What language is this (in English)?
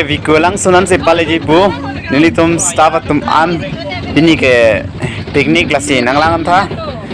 Karbi